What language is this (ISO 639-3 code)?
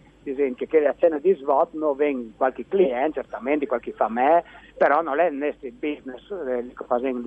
fur